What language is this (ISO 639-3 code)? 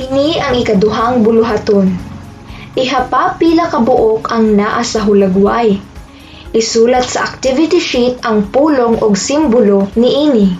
ceb